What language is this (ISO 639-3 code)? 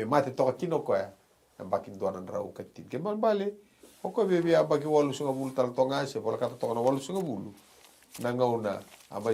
fij